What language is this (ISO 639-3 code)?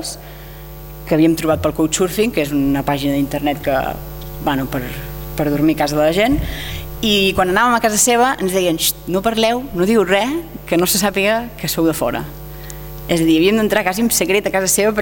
cat